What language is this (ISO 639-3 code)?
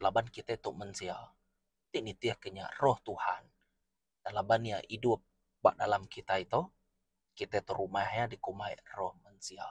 iba